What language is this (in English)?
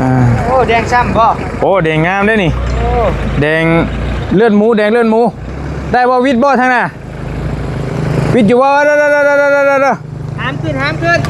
Northeastern Thai